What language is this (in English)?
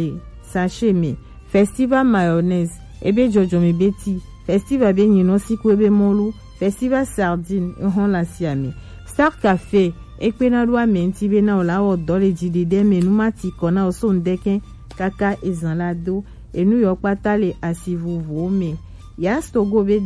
Gen